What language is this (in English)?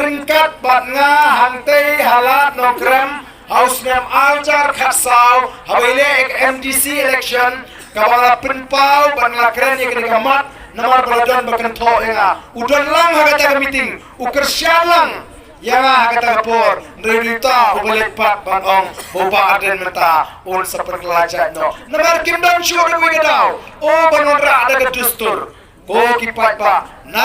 Khasi